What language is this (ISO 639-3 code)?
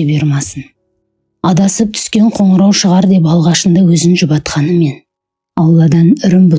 kaz